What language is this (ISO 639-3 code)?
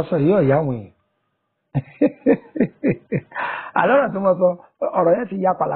yor